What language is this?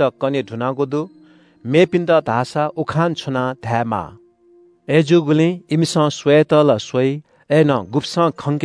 Newari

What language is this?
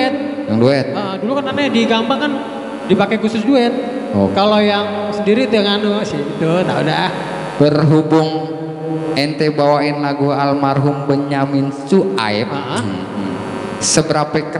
Betawi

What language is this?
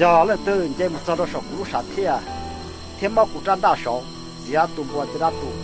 Hmong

